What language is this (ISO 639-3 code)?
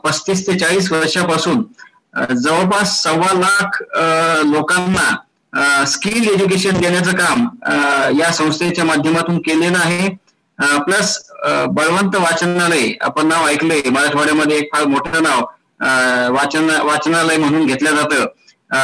mar